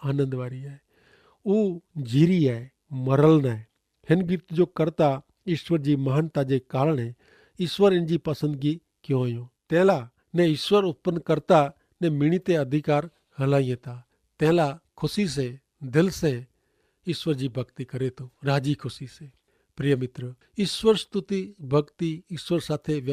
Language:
Kachhi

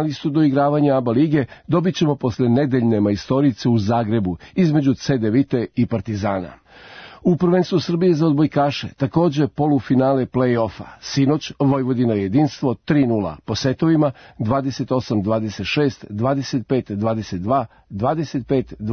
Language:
Serbian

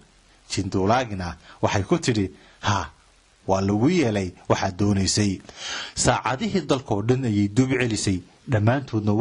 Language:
Somali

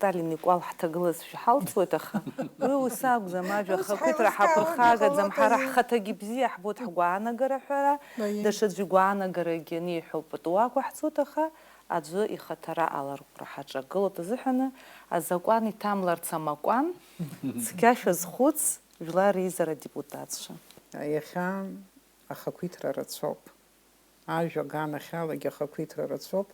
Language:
Abkhazian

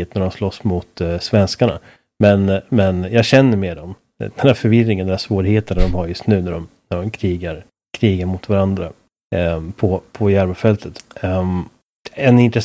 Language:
Swedish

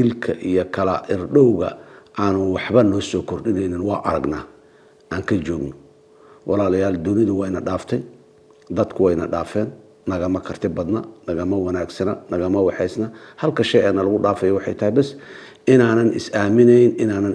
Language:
Somali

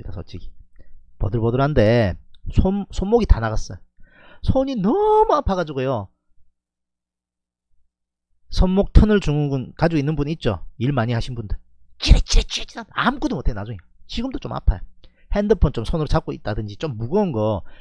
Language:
Korean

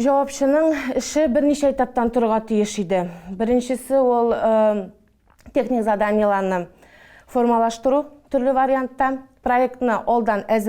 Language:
Tatar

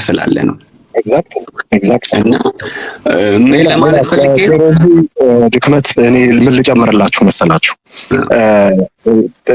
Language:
Amharic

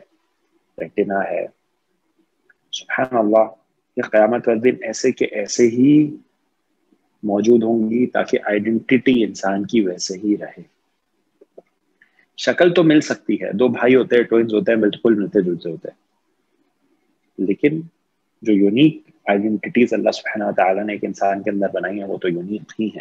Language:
Urdu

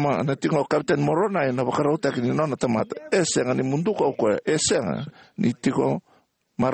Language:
Fijian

